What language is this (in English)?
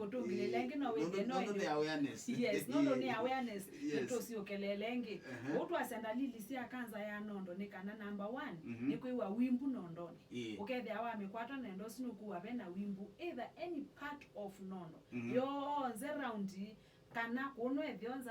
Kamba